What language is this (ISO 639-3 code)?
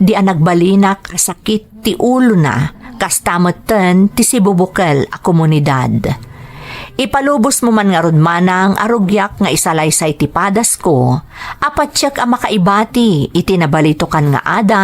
ilo